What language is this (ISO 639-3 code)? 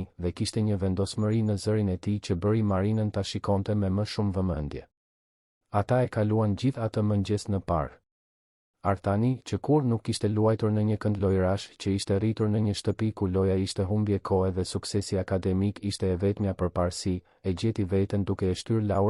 sqi